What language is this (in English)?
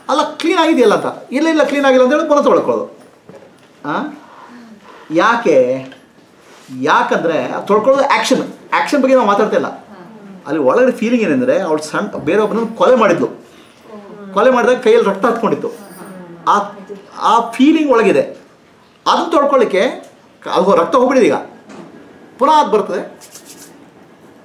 Kannada